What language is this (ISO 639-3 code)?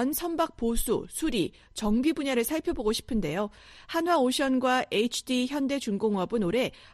kor